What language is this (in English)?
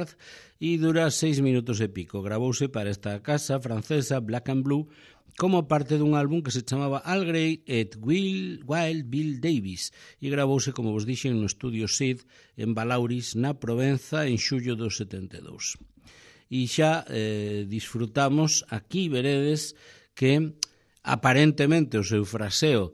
Galician